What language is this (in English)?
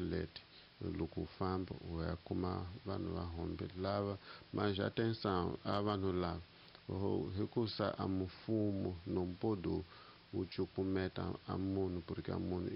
Tsonga